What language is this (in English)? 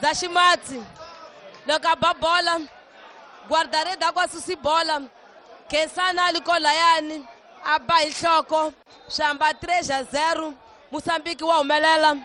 Tsonga